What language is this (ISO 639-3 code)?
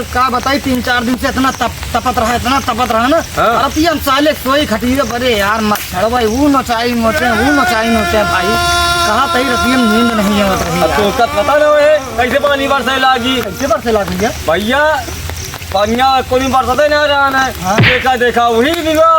awa